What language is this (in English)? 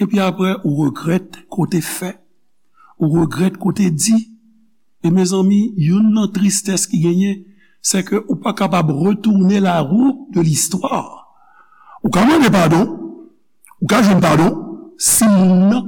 Haitian Creole